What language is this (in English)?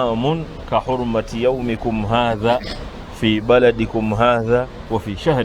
Ganda